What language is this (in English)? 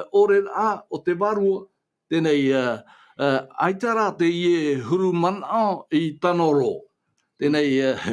Tahitian